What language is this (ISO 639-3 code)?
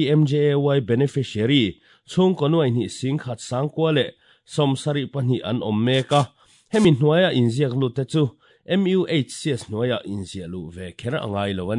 lus